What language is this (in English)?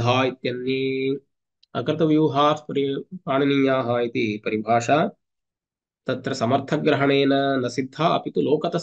Sanskrit